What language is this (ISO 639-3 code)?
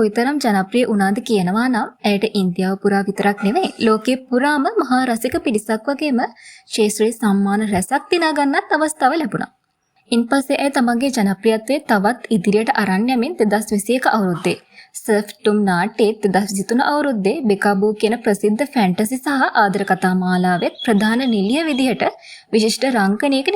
sin